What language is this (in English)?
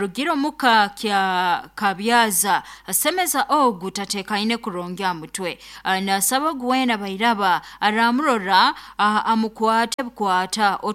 Nyankole